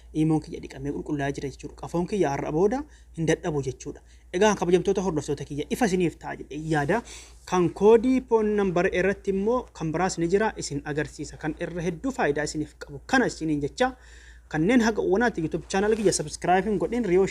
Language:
Oromo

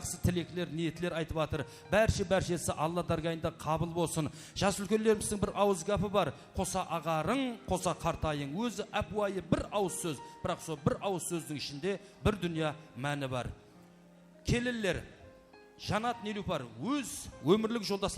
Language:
Kara-Kalpak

